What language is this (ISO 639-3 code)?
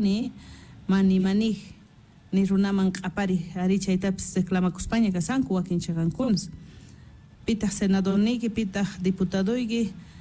que